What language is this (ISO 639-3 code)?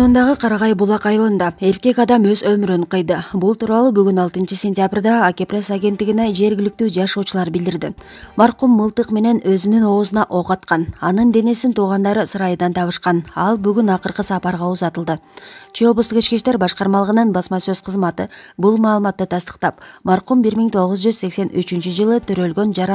kir